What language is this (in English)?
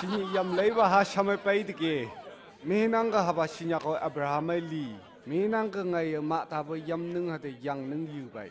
Phom Naga